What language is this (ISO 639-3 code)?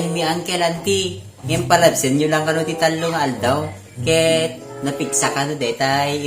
ilo